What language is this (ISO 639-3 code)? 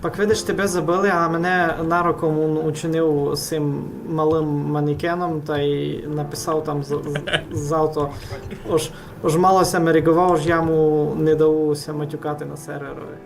rue